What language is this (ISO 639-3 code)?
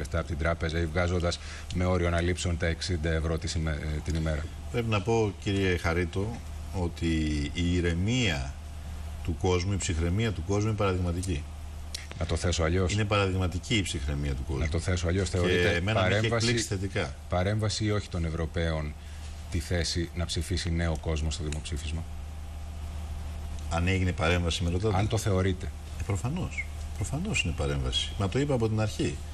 ell